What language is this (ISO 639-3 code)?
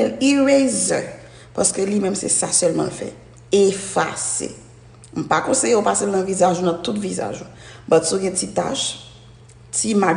hat